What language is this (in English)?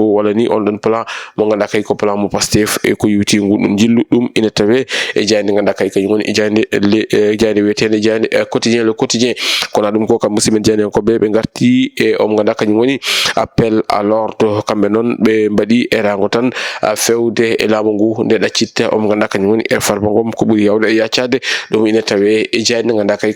Fula